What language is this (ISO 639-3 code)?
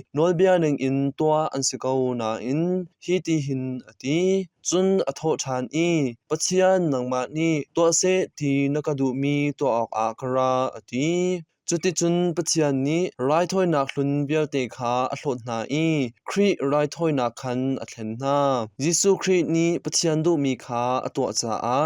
cnh